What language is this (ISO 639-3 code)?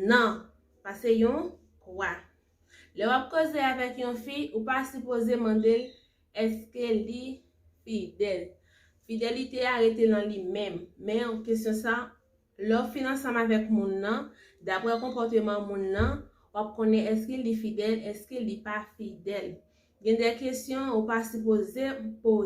hat